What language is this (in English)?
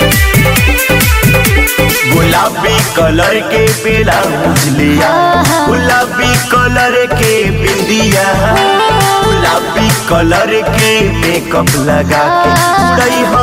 Bhojpuri